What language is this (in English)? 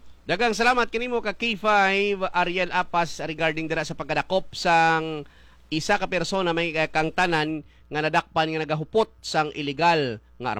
Hiligaynon